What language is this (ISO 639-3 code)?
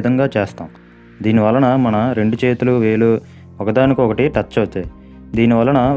tel